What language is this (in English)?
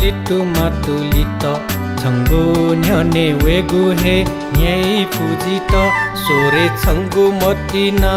Newari